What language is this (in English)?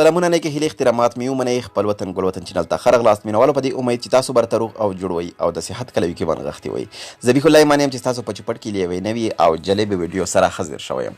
Pashto